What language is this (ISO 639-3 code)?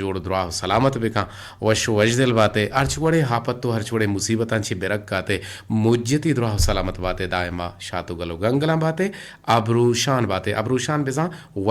bgp